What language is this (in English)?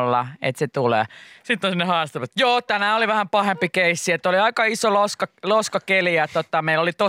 Finnish